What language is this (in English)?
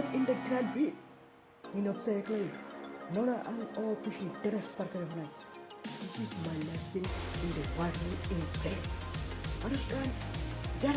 Kok Borok